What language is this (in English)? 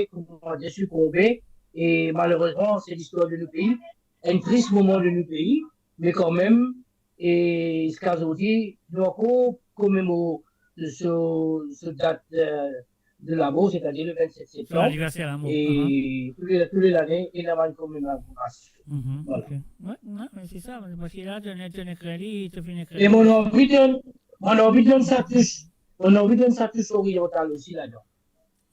Morisyen